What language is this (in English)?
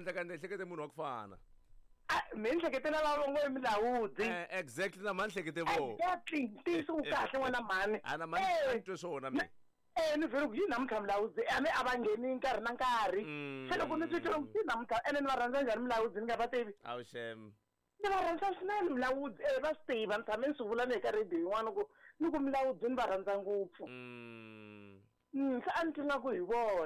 Tsonga